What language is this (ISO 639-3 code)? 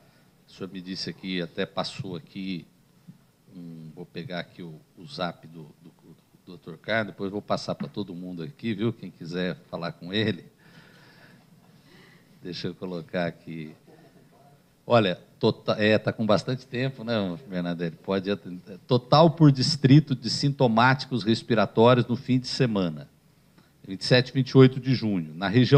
por